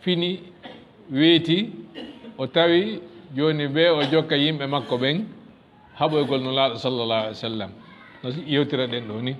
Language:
Fula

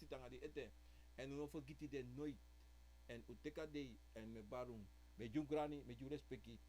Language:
Sranan Tongo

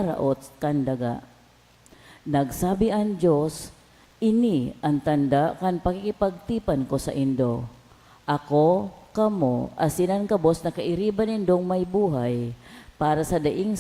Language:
Bikol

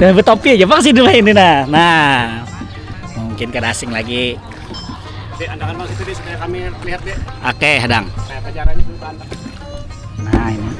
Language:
Banjar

